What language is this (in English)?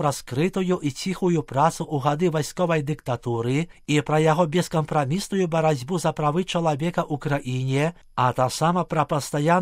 Belarusian